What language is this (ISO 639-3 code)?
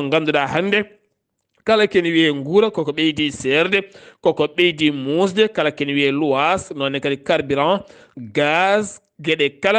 ful